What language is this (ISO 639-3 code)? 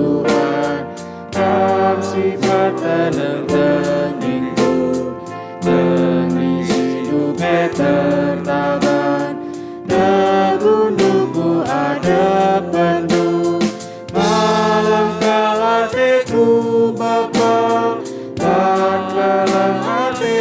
btx